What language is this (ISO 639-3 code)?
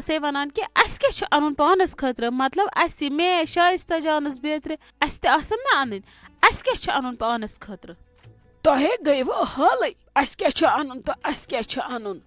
kas